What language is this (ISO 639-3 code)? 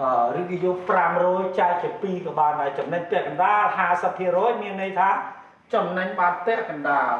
khm